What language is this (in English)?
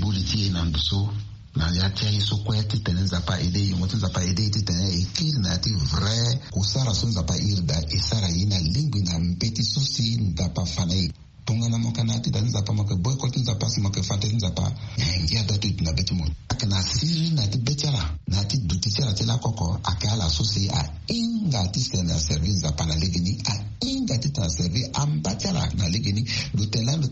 Sango